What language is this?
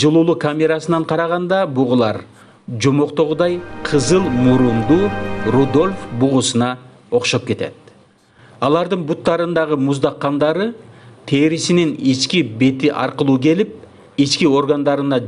Kyrgyz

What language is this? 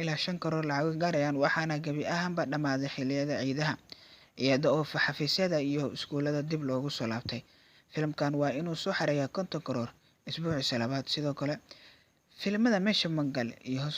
Somali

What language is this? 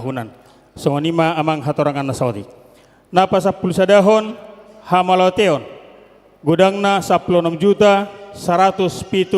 Batak Toba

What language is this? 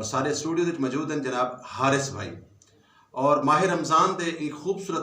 Saraiki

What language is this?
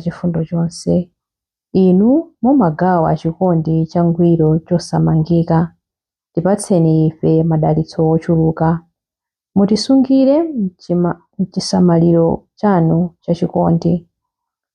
Nyanja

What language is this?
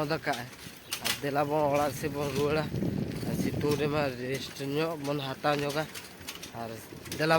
Santali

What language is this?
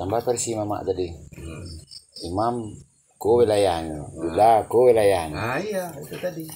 Minangkabau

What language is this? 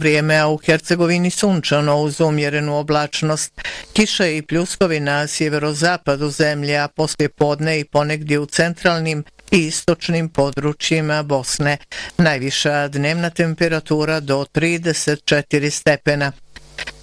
Bosnian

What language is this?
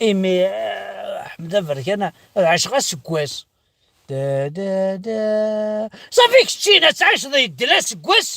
Kabyle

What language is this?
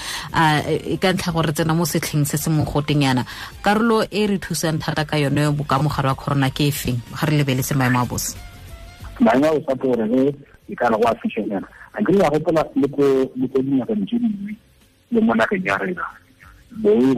Tswana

